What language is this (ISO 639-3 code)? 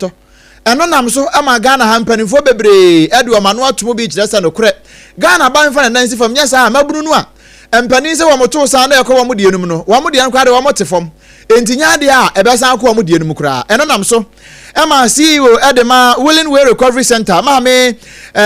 aka